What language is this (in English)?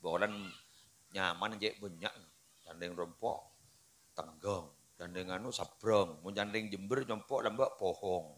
Madurese